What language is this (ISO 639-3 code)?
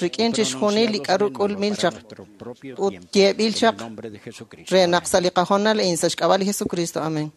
kek